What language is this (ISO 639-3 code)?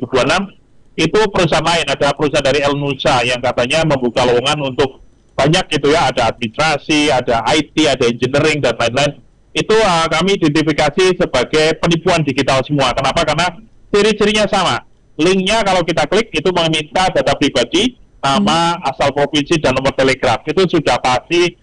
ind